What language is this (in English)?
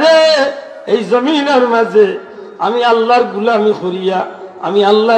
Sylheti